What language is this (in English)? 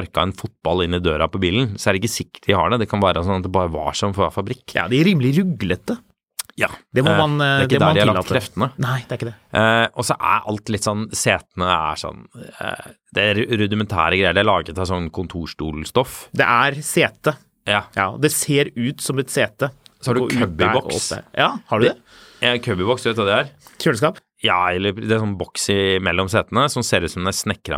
Norwegian